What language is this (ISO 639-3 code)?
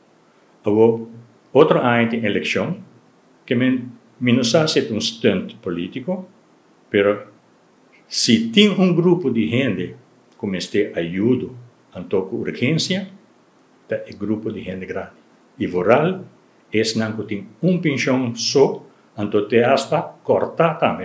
pap